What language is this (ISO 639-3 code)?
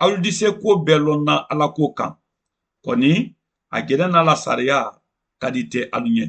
man